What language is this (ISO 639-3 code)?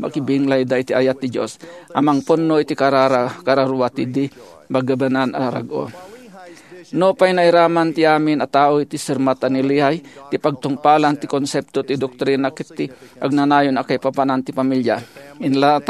ilo